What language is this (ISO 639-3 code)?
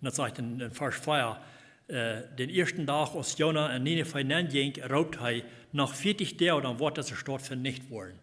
pdt